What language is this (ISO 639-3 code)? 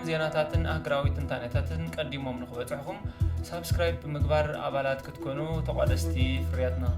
tir